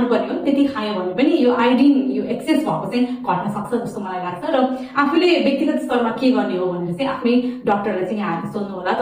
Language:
Nepali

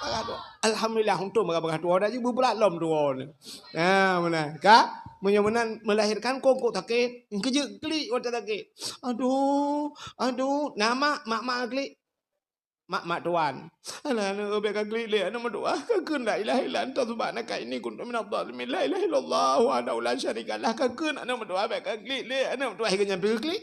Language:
Achinese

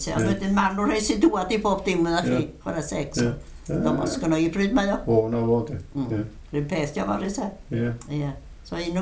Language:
Welsh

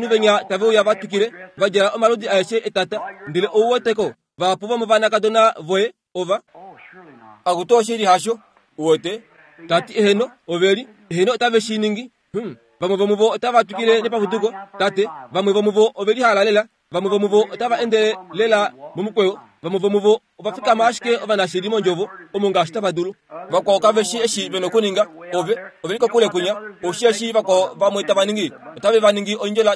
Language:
Kuanyama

